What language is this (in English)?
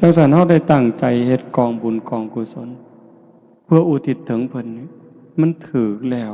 Northeastern Thai